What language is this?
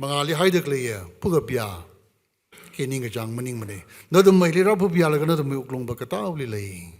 Tangkhul Naga (India)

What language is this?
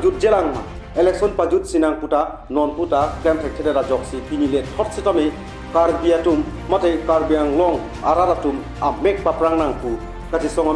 Karbi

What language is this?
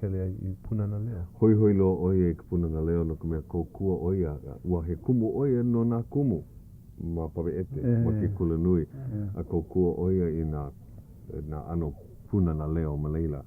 Hawaiian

